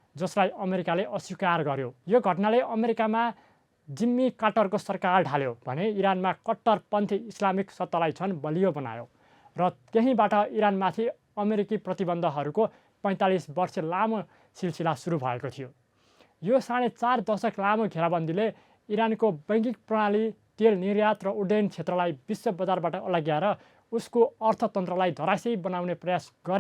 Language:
Nepali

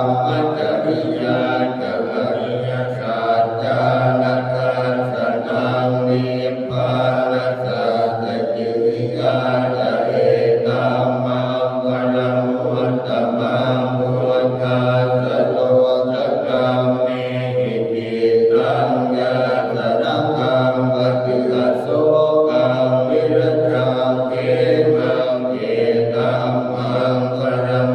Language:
Pali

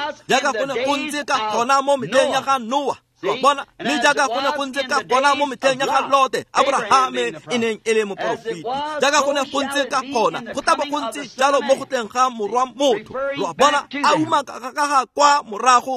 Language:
Tswana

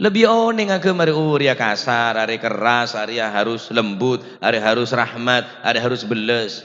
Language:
Madurese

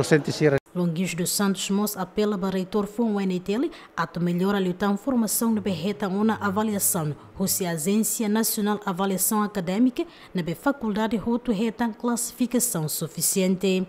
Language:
Tetum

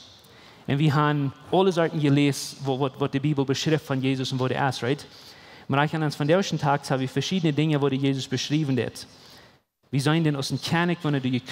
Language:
Plautdietsch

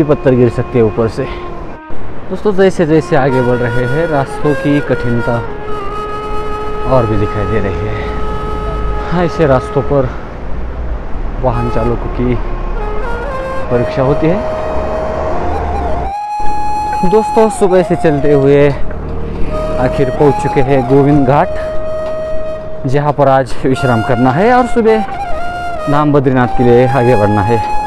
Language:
Hindi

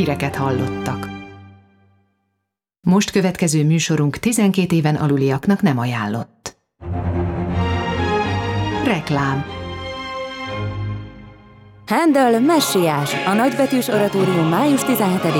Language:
Hungarian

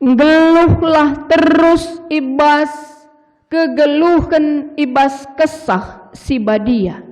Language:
Batak Karo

